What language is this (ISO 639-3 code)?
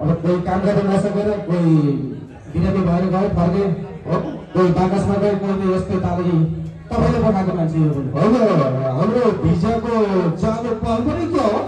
nep